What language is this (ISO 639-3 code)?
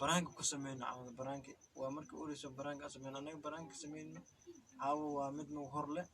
som